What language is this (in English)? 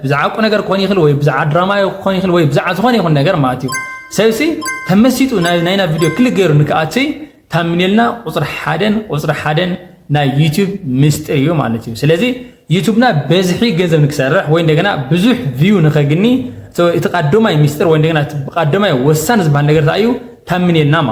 Tigrinya